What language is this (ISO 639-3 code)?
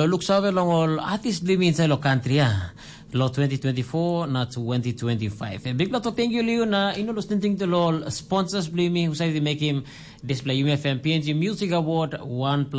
tpi